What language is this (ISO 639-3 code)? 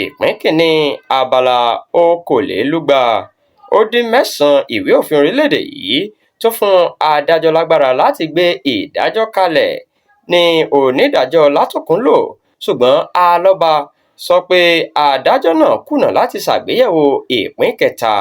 yor